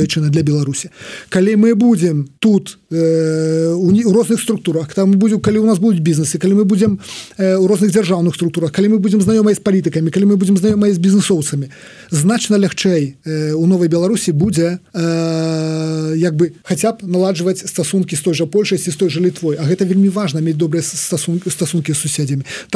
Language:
Belarusian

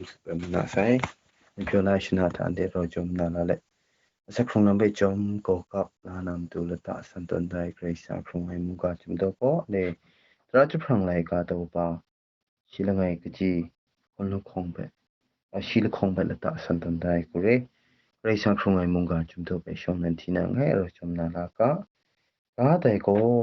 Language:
Kachin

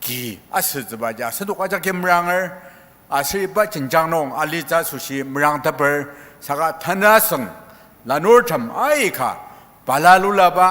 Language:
Ao Naga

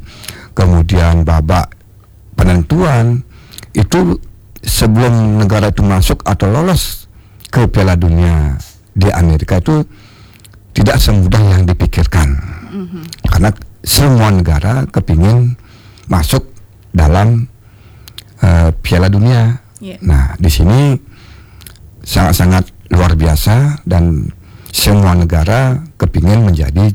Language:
Indonesian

